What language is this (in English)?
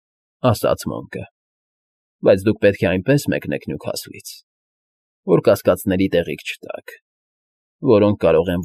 Armenian